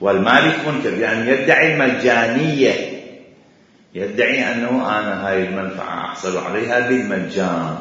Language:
Mesopotamian Arabic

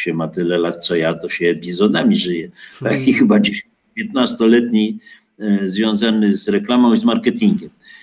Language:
Polish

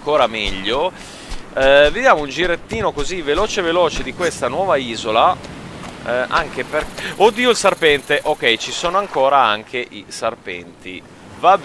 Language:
Italian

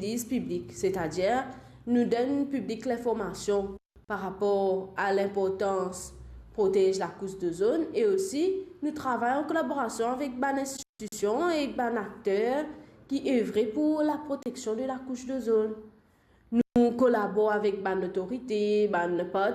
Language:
Morisyen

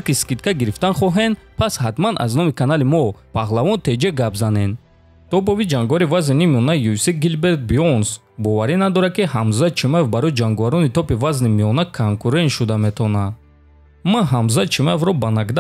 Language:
Tajik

